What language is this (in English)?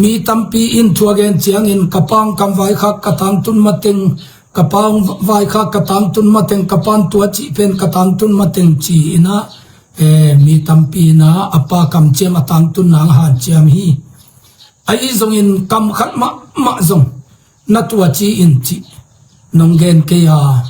Tedim Chin